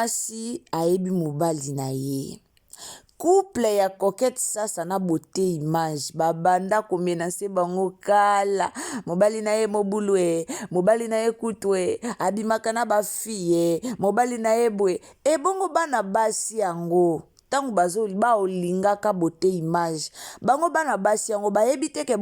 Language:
Lingala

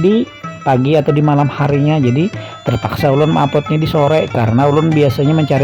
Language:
Banjar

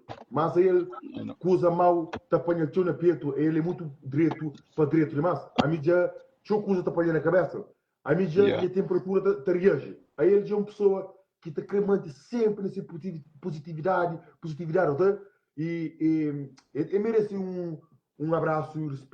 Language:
Kabuverdianu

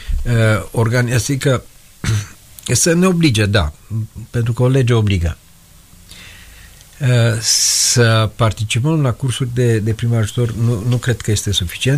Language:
Romanian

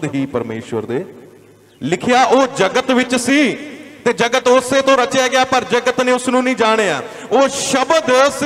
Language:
Punjabi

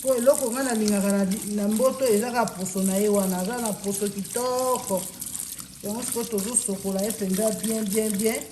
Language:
Lingala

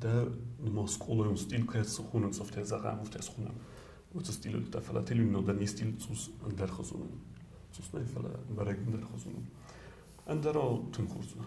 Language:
Ossetic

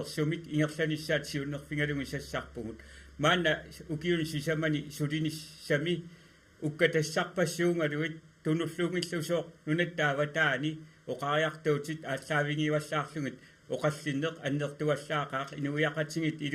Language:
Kalaallisut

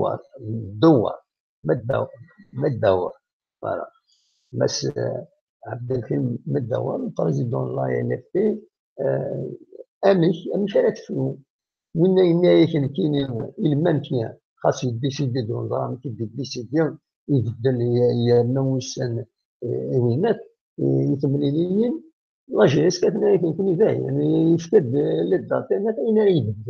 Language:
Kabyle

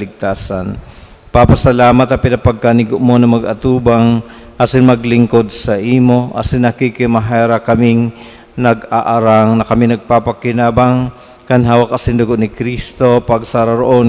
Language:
Bikol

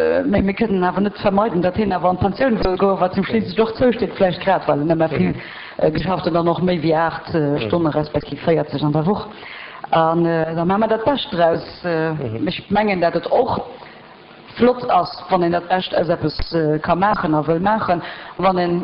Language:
Luxembourgish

